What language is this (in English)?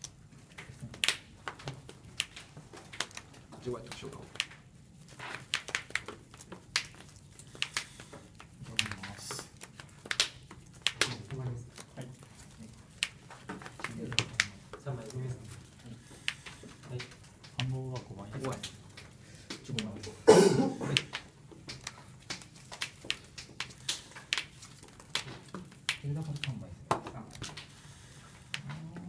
Japanese